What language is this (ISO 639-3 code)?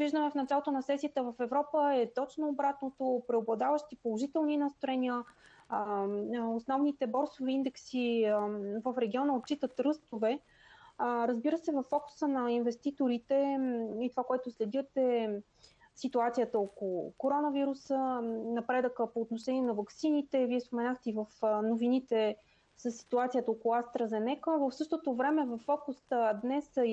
bul